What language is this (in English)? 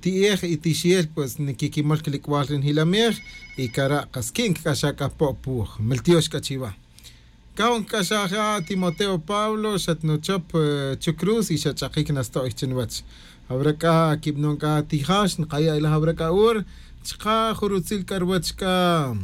Tz'utujil